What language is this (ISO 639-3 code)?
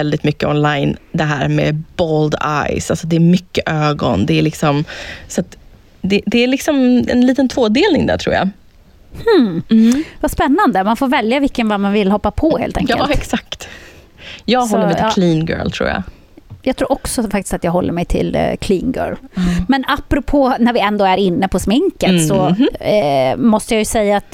swe